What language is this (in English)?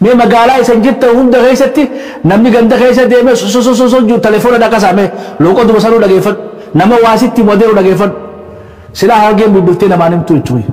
Oromo